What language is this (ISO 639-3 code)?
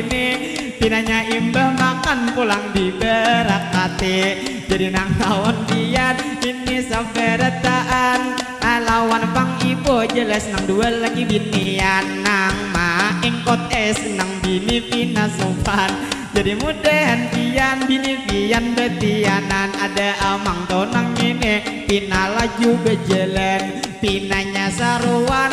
bjn